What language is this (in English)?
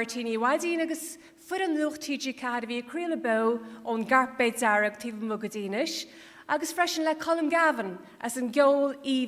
Irish